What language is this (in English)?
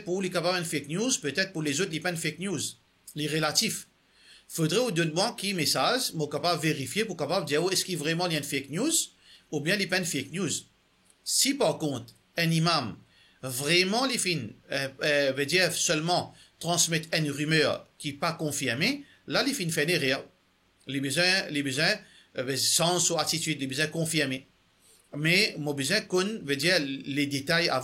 Morisyen